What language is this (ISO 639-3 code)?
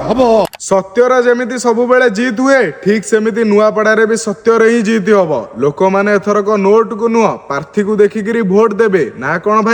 ori